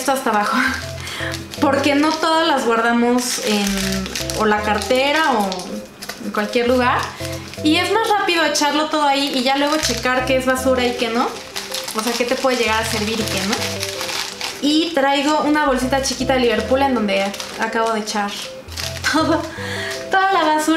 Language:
Spanish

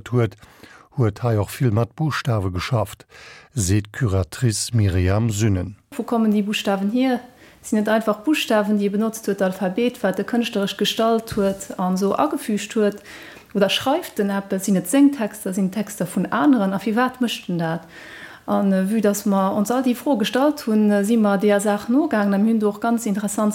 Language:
Luxembourgish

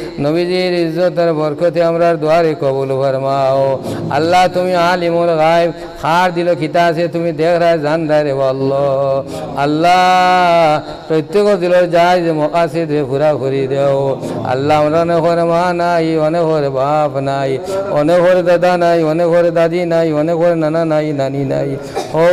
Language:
Sylheti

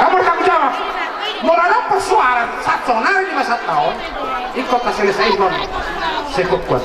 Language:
Batak Toba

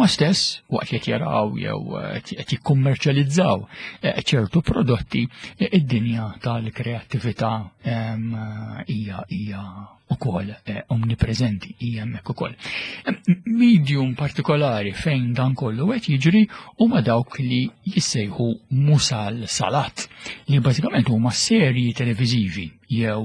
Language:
Maltese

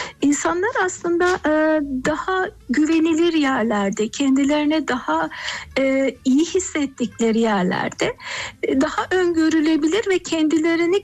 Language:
Turkish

